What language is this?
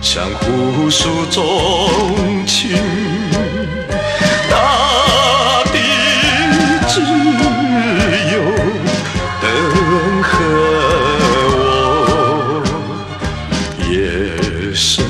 Chinese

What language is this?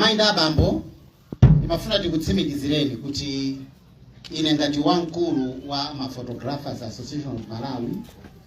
Nyanja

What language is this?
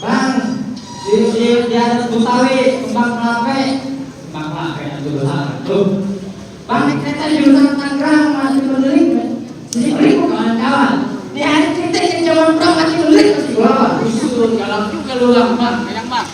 Betawi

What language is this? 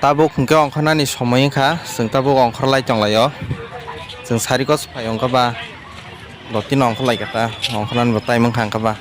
Kok Borok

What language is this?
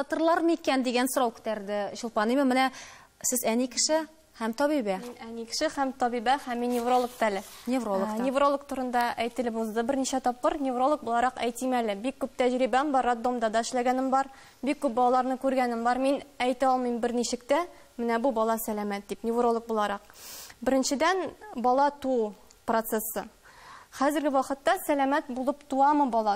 Tatar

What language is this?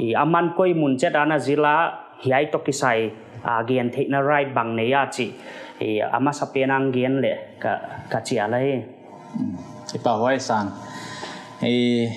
Paite Chin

